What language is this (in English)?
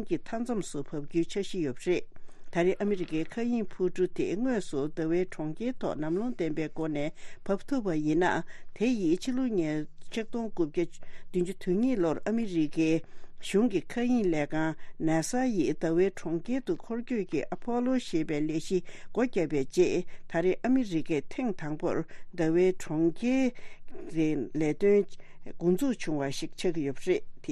Tibetan